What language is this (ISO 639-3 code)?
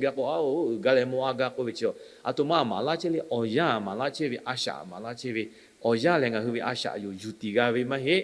lhu